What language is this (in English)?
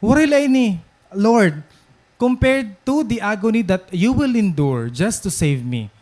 Waray